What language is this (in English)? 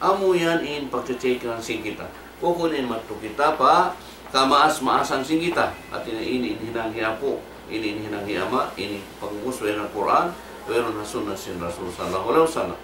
Tausug